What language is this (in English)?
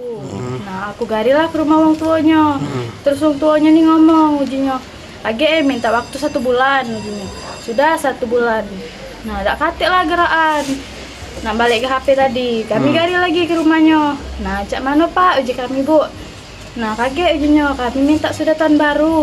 Musi